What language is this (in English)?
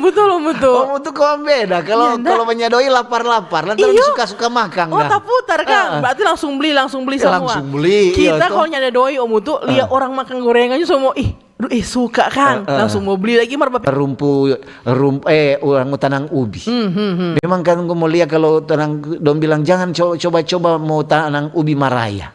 Manado Malay